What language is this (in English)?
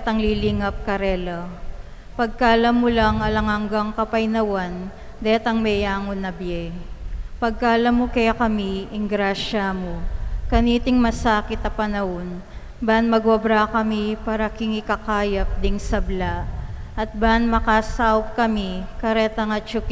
Pampanga